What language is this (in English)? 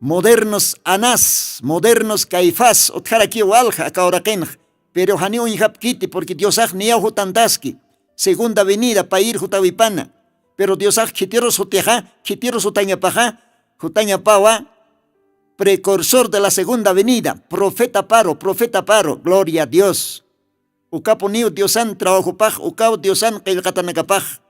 Aymara